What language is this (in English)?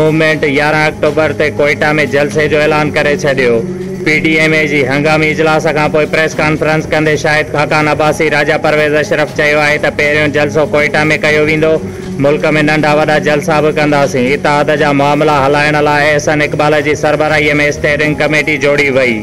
Sindhi